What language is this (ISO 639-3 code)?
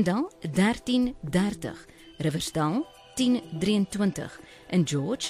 afr